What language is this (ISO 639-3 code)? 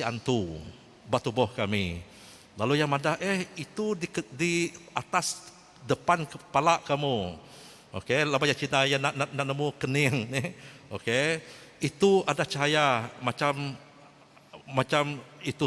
iba